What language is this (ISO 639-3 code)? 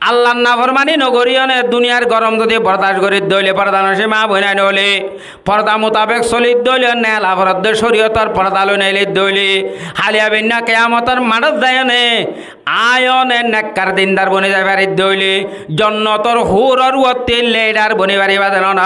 rhg